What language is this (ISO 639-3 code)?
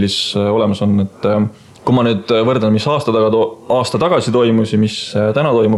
est